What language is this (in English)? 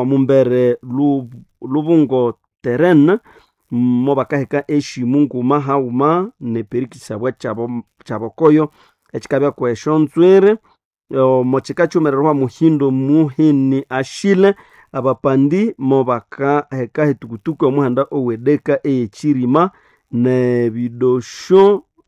Nande